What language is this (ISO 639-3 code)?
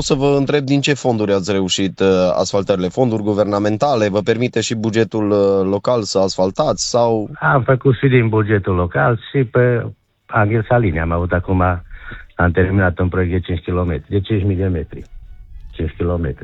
ron